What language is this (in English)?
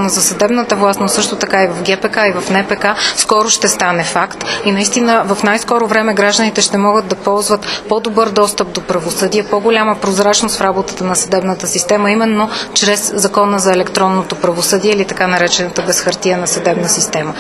Bulgarian